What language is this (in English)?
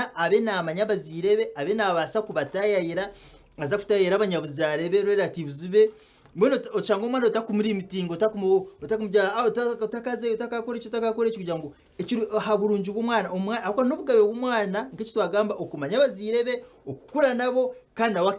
Nyankole